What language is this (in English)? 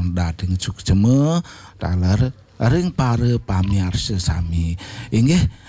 Balinese